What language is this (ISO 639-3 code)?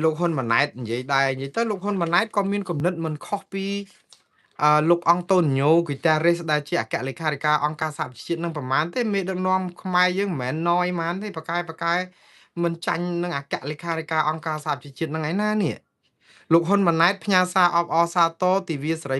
khm